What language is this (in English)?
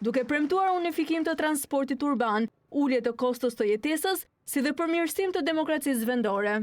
Albanian